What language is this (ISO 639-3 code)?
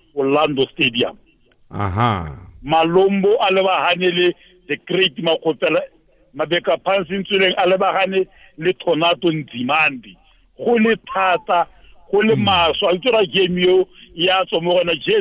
tsn